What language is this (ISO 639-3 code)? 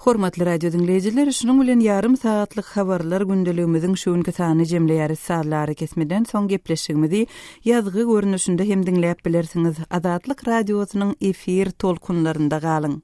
tuk